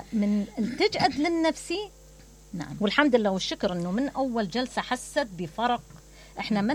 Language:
Mesopotamian Arabic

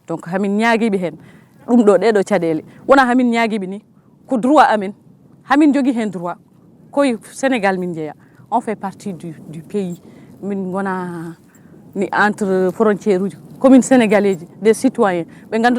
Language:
Fula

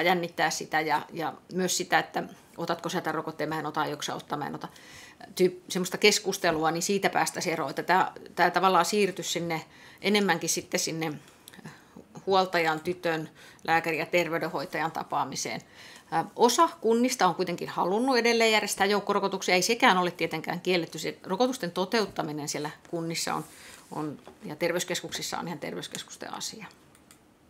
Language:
Finnish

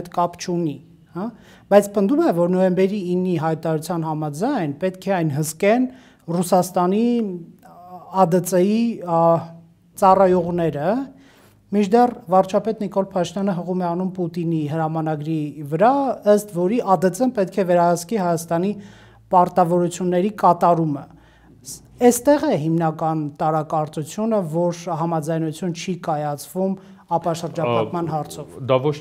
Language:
Armenian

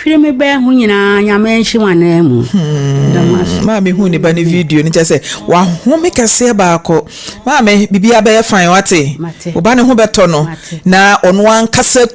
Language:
Akan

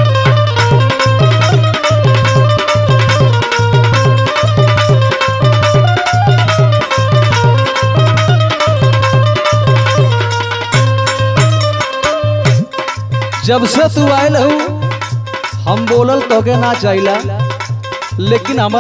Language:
Bhojpuri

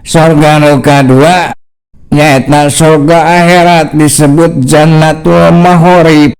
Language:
Sundanese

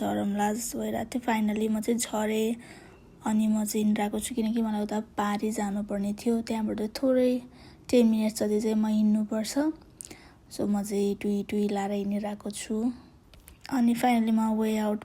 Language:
Nepali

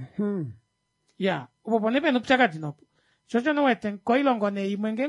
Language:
Kuanyama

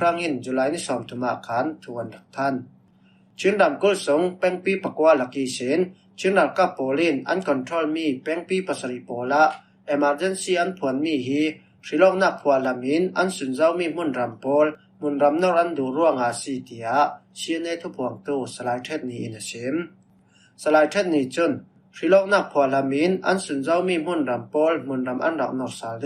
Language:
Falam Chin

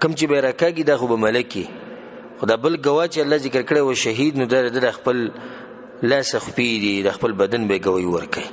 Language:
Pashto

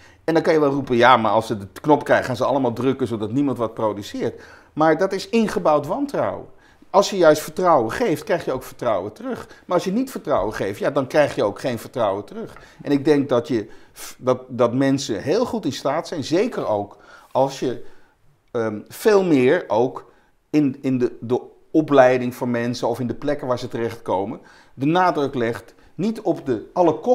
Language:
Dutch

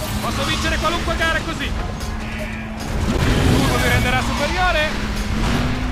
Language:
Italian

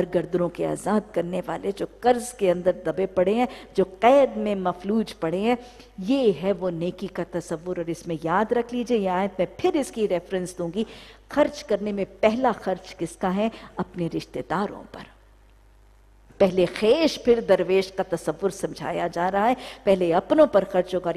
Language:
Urdu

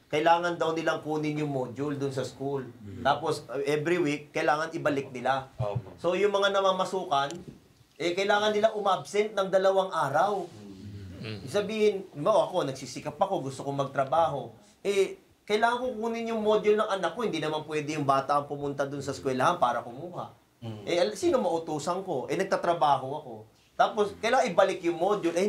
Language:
Filipino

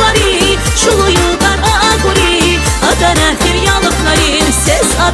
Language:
Tabassaran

